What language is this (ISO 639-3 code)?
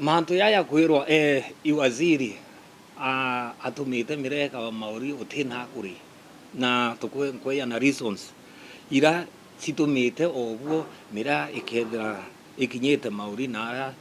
mer